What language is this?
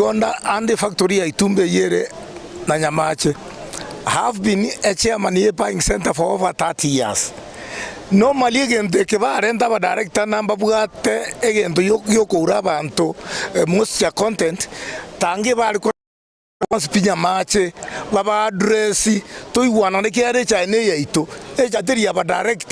Gusii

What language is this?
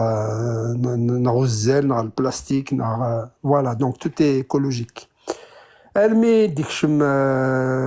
Kabyle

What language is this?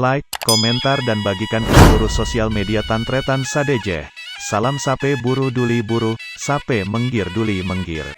Madurese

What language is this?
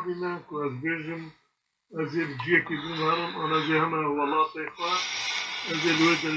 Kurdish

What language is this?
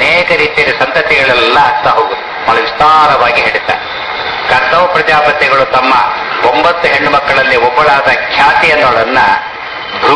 Kannada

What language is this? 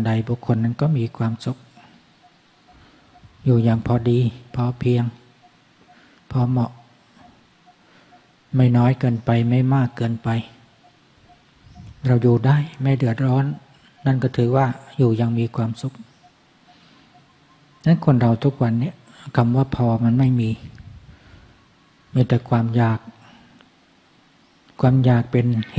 Thai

